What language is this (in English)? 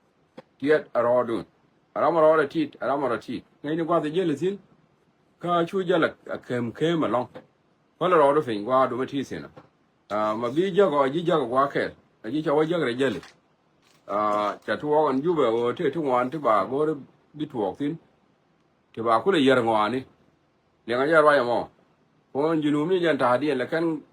Nuer